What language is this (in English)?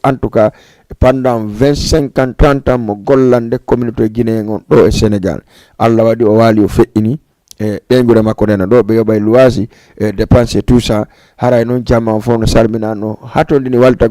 Fula